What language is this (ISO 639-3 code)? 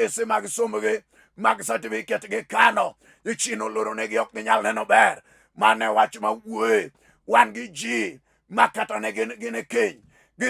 luo